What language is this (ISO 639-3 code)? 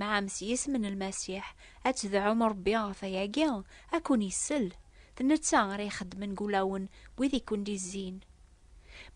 kab